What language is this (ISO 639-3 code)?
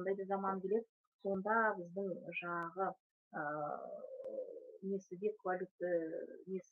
kaz